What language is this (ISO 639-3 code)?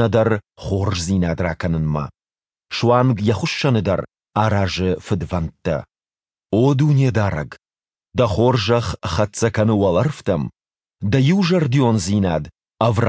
oss